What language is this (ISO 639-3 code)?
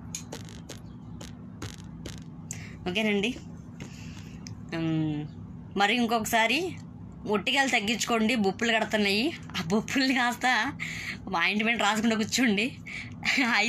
tel